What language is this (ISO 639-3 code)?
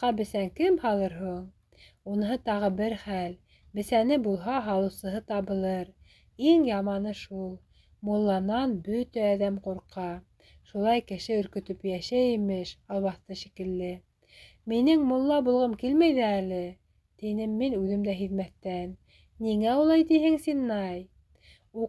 bak